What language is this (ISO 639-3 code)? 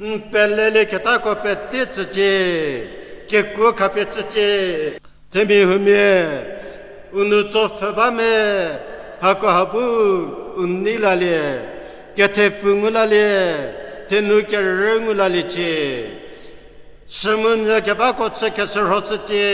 njm